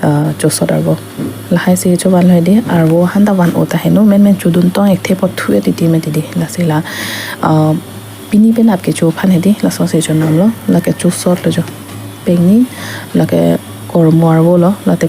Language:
Karbi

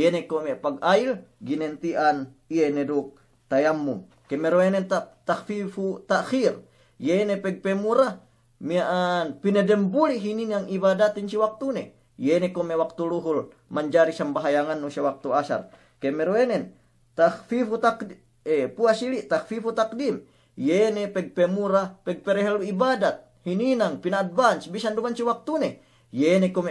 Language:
Yakan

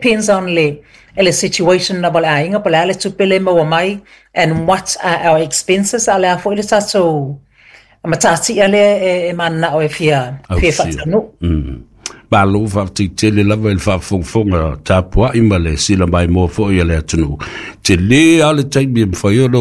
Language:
Samoan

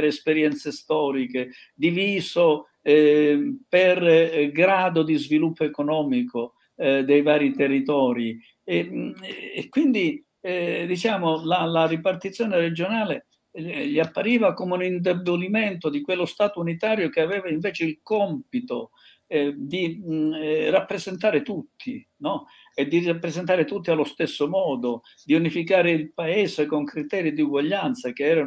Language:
Italian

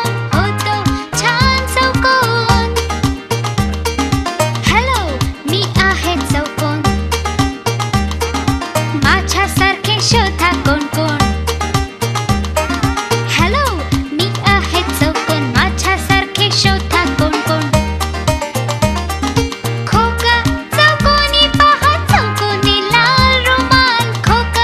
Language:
Marathi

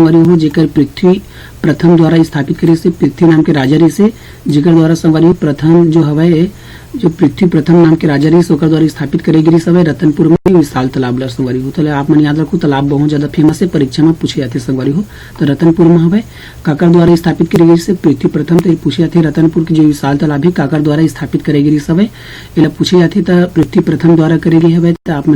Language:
Chhattisgarhi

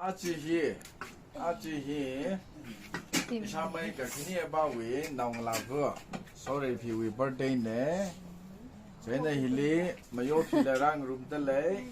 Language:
Tangkhul Naga (India)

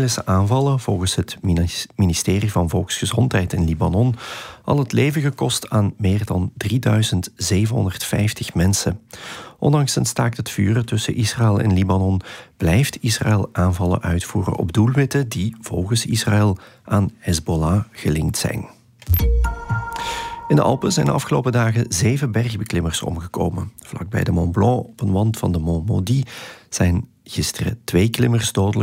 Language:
Dutch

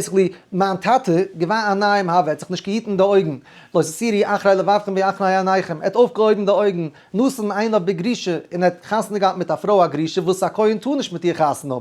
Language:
Yiddish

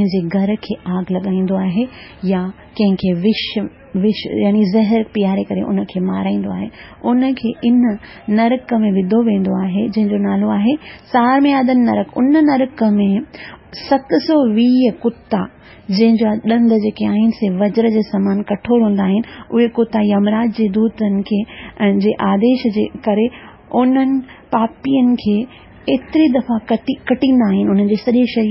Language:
Sindhi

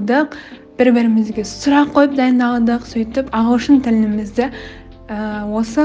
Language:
Kazakh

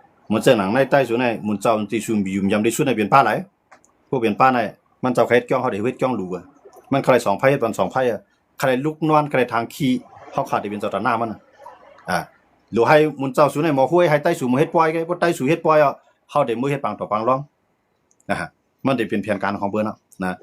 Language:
Shan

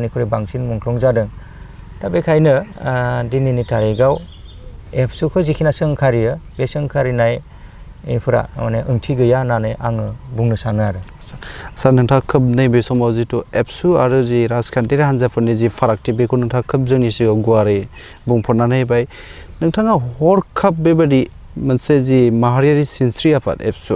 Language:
Bodo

